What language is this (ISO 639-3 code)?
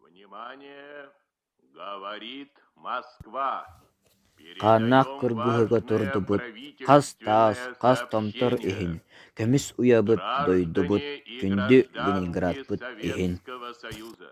sah